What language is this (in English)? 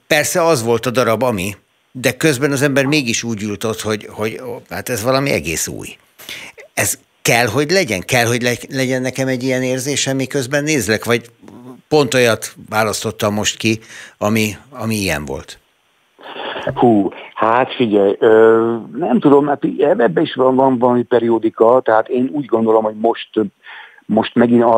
Hungarian